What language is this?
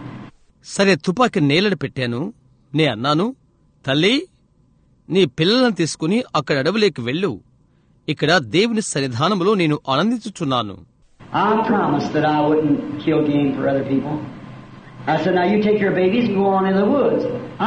Telugu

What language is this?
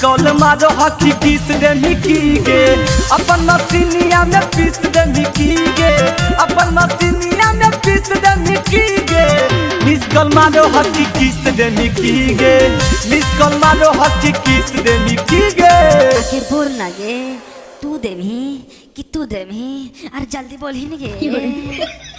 Magahi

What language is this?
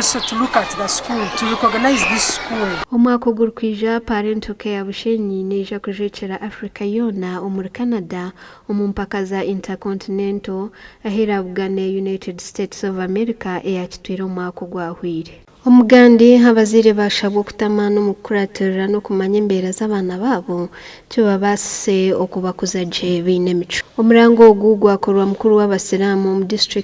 Nyankole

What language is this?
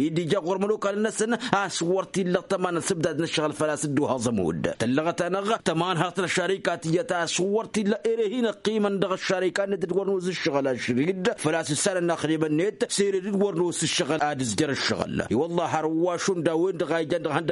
Tamasheq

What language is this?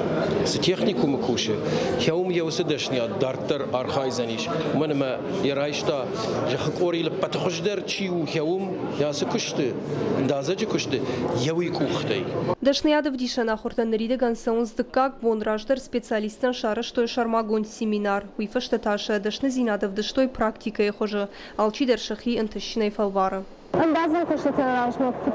Ossetic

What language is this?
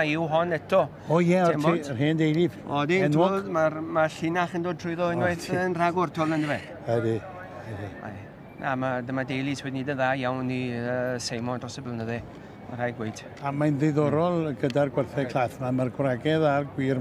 Welsh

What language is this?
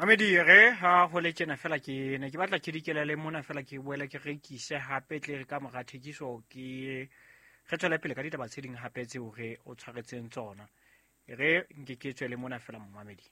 Southern Sotho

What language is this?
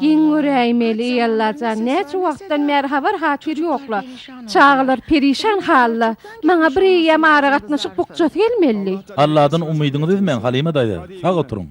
Turkmen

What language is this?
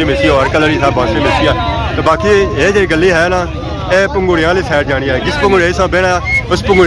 Pahari-Potwari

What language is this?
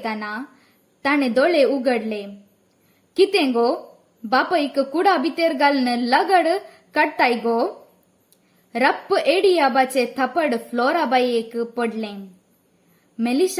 Konkani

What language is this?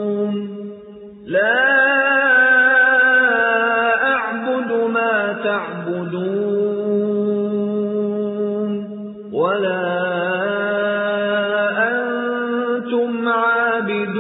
Arabic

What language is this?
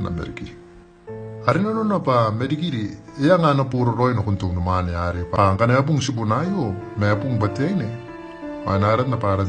Gilbertese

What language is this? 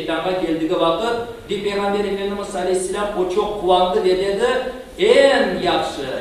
Crimean Tatar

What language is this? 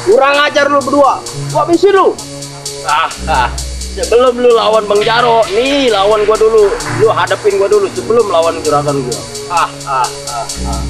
Betawi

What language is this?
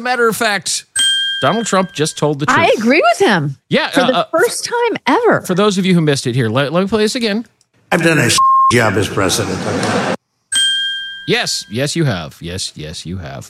English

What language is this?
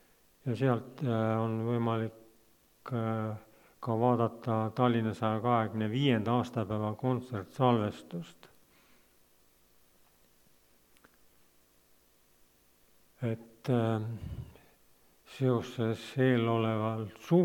Estonian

